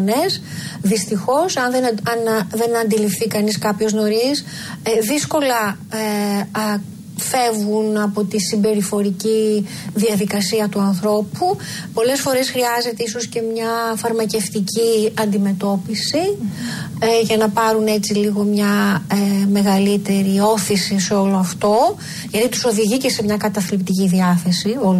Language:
Greek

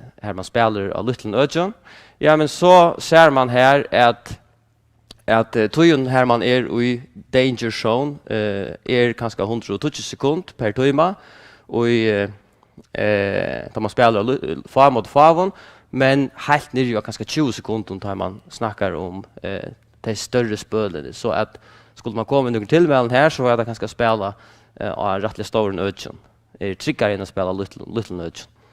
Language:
Faroese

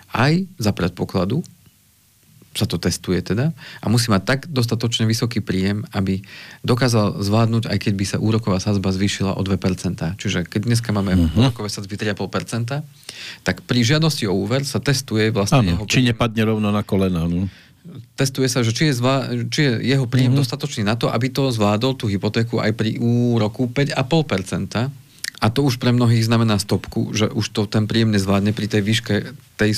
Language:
Slovak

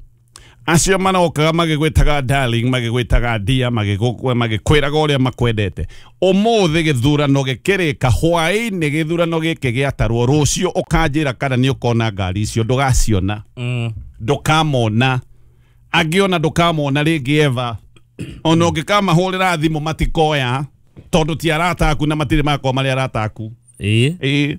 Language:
Kikuyu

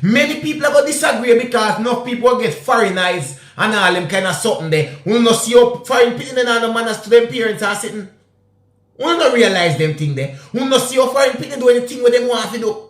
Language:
Jamaican Creole English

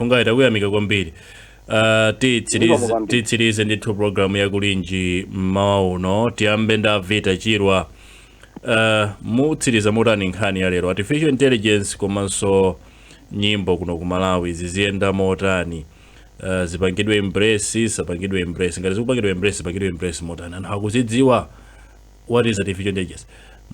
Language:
Nyanja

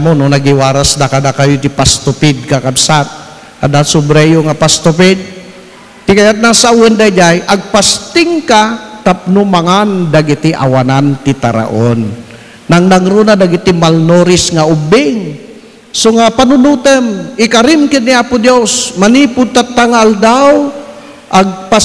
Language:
Iloko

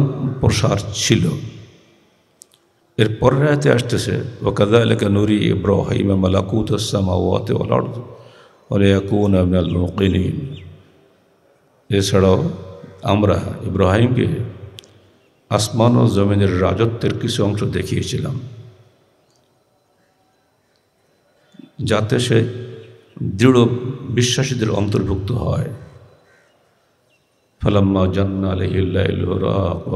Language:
Bangla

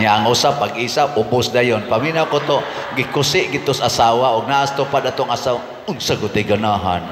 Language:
Cebuano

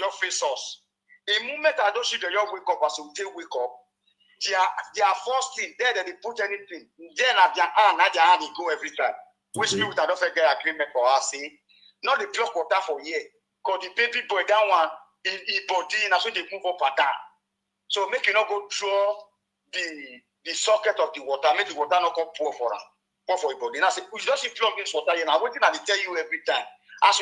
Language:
Nigerian Pidgin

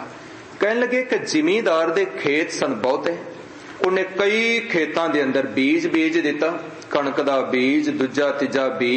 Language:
Punjabi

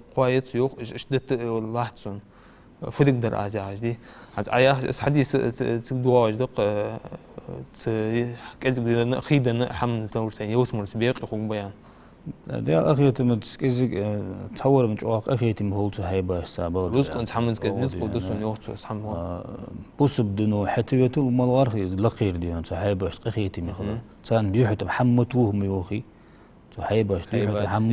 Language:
Ingush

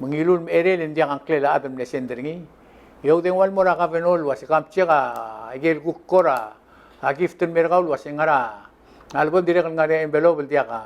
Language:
Palauan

